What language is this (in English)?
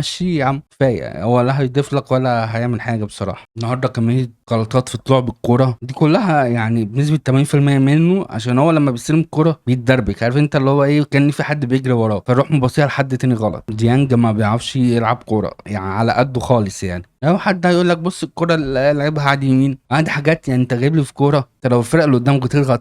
Egyptian Arabic